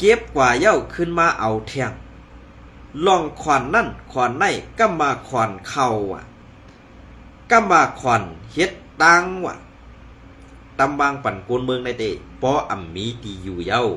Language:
Shan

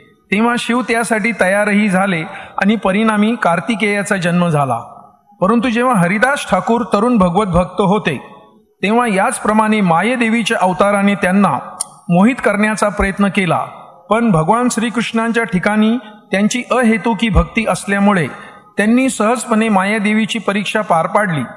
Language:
Marathi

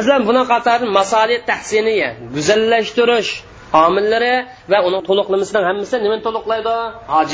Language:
Uyghur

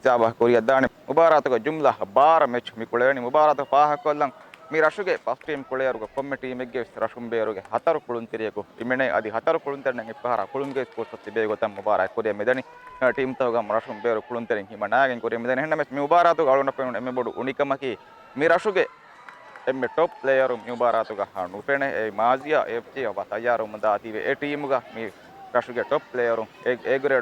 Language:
Divehi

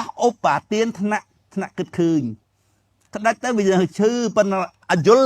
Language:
Khmer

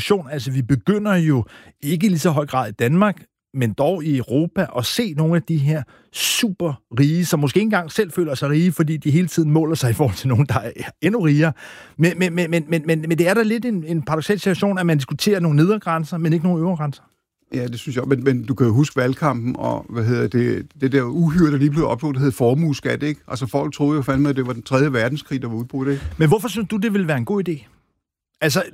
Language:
Danish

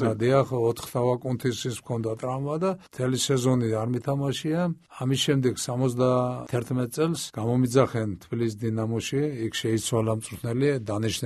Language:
Georgian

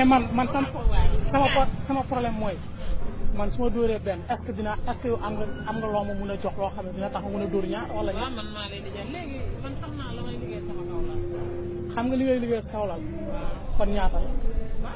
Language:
Wolof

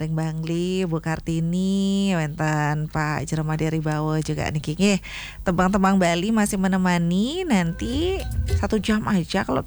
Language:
Balinese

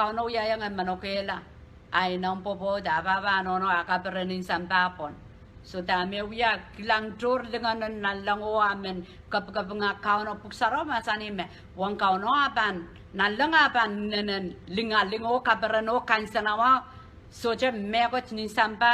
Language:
Pohnpeian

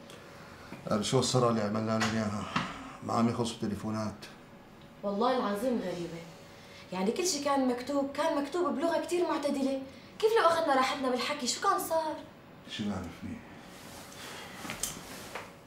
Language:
North Levantine Arabic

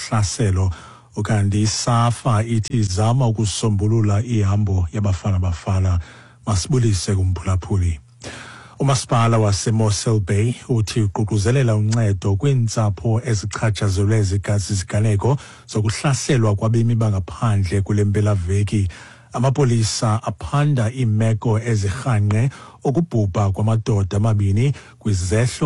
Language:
Xhosa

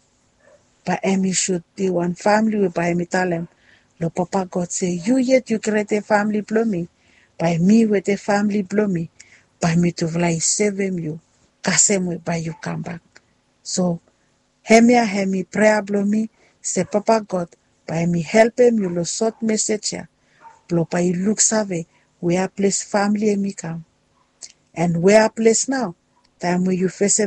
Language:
Bislama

